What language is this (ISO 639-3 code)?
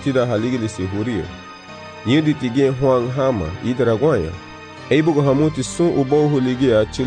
cab